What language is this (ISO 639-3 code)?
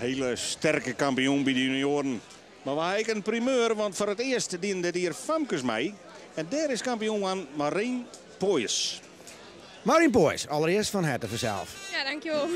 fry